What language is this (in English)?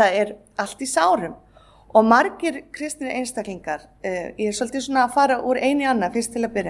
Icelandic